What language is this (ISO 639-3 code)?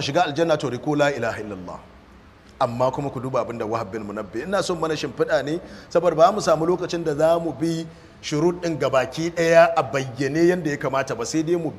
hau